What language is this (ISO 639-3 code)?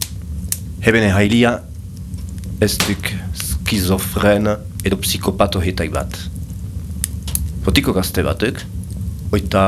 eus